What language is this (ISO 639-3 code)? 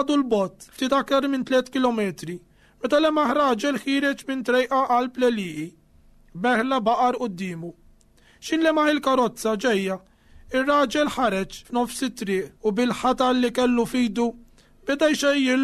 mlt